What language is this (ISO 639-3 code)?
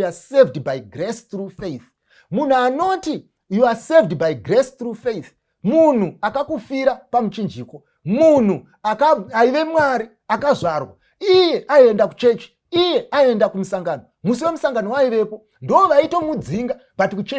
sna